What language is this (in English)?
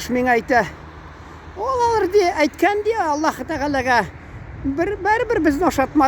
Tatar